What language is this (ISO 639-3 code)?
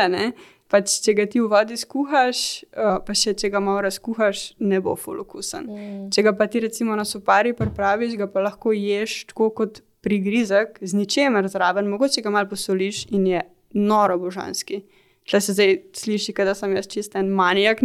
slv